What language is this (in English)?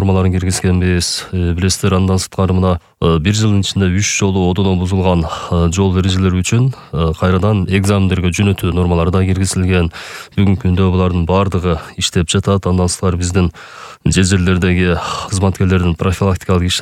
Kyrgyz